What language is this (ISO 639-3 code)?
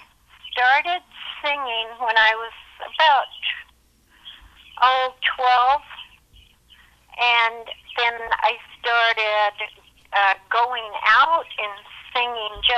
eng